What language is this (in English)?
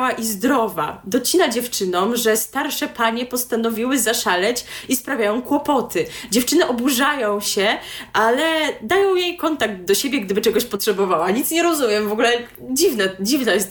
Polish